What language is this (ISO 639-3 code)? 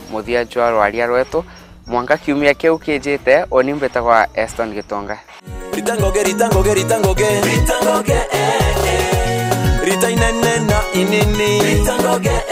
mer